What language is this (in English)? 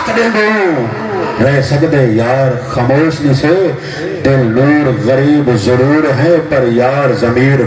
Saraiki